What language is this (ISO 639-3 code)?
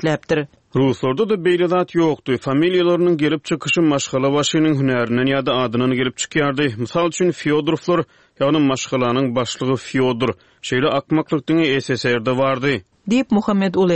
tuk